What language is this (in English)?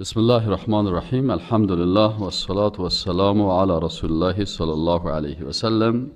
Persian